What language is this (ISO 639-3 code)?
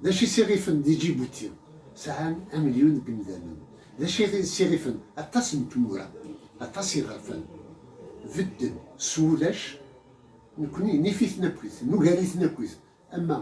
kab